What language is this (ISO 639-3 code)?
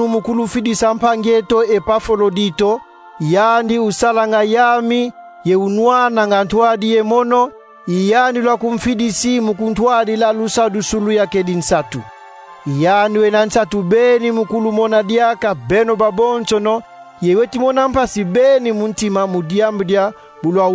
kon